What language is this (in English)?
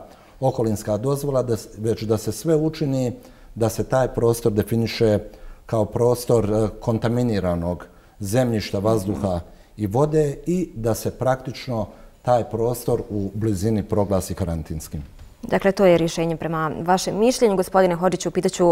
Bosnian